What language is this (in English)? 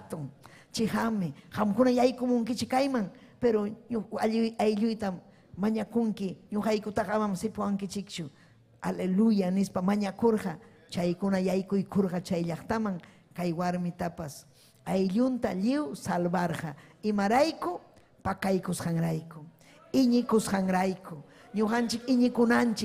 Ayacucho Quechua